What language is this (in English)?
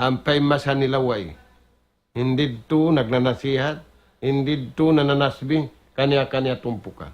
Tausug